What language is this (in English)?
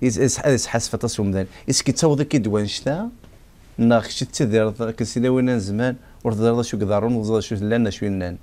Kabyle